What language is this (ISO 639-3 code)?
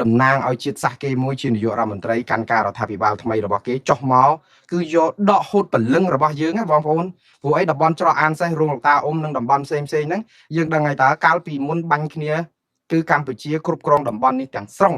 khm